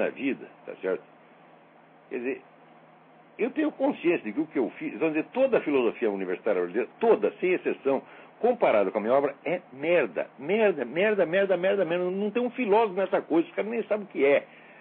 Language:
Portuguese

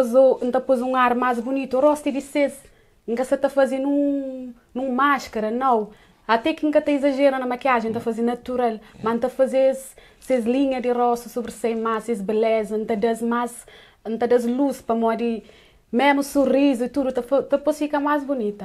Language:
Kabuverdianu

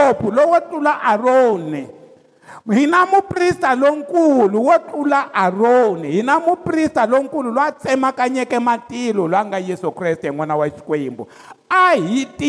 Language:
Tsonga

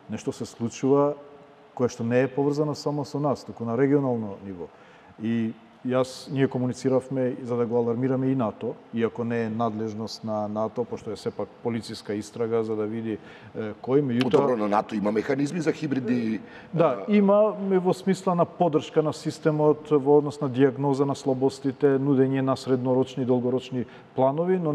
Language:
Macedonian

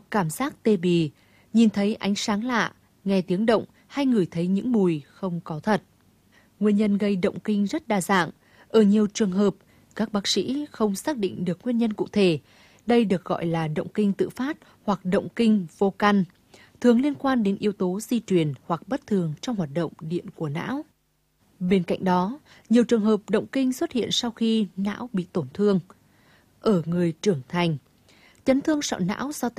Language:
Vietnamese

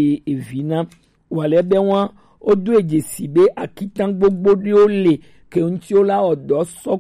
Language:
Gen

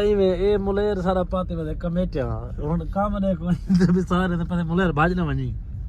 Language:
Saraiki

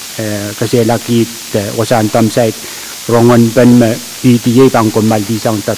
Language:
Pohnpeian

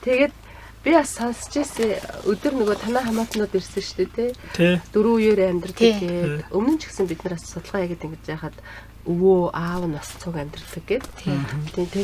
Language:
Mongolian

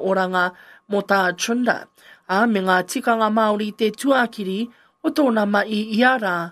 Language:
Māori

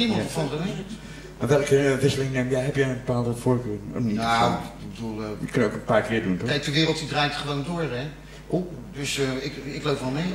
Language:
Dutch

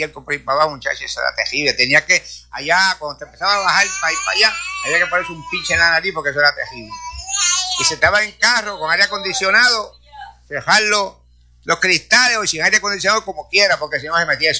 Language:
Spanish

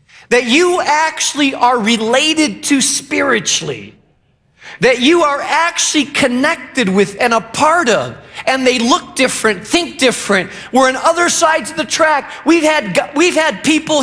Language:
English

